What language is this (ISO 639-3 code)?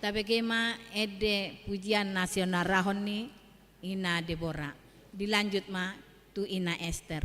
bbc